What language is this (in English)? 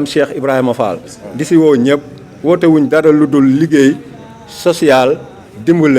Wolof